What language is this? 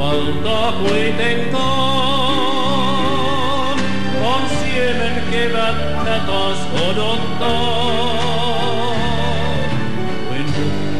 Finnish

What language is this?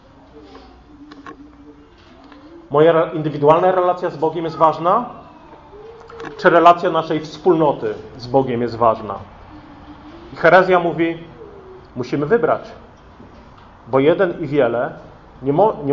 Polish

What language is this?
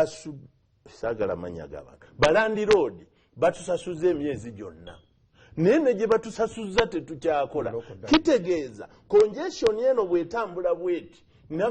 Ganda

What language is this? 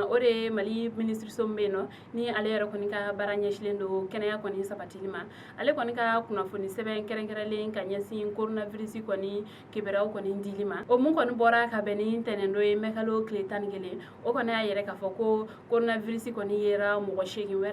Bambara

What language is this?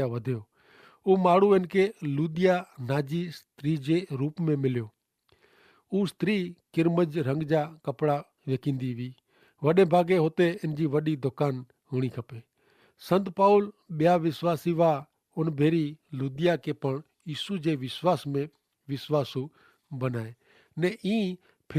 Kachhi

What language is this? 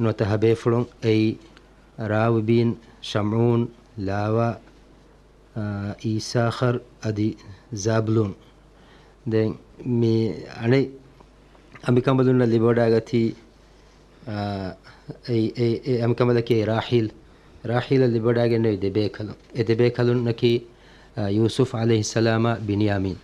Divehi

